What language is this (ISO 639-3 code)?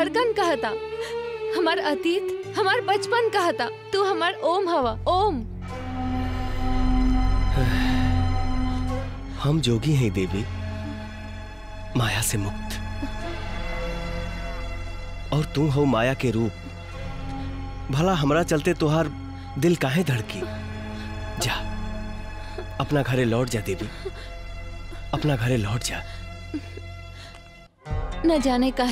bho